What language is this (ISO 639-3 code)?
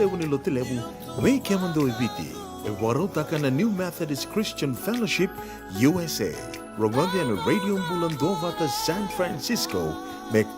fij